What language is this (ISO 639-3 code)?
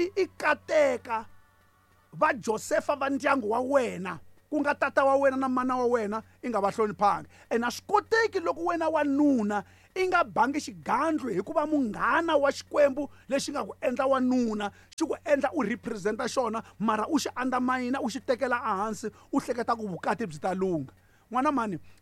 tso